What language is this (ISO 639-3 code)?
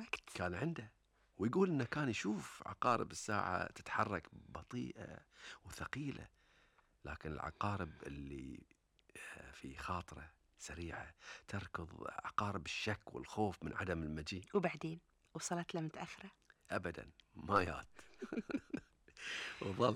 afb